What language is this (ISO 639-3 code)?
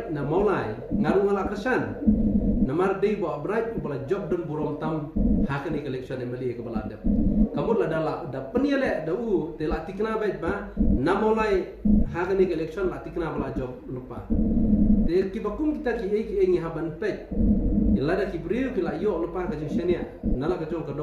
kha